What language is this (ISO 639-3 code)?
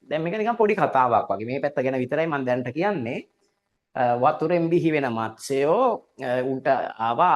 sin